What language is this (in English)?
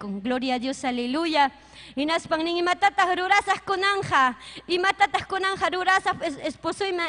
Ayacucho Quechua